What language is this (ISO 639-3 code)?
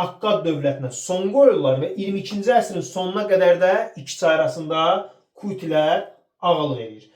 aze